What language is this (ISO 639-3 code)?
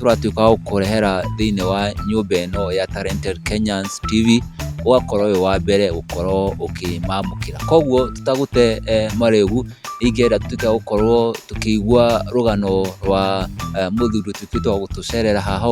kik